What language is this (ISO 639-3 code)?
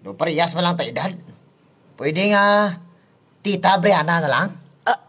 hil